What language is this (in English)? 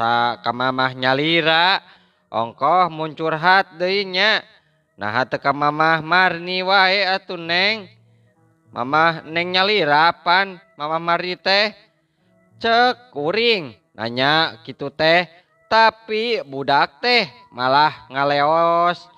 Sundanese